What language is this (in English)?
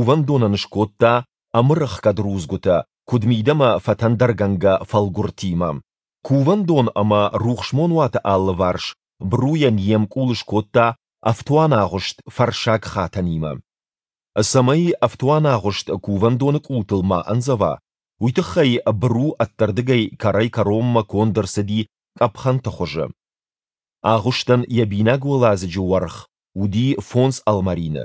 Ossetic